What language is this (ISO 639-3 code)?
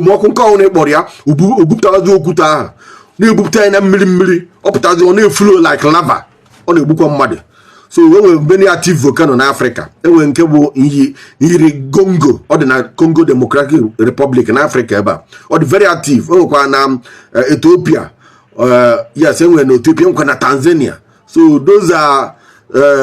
ibo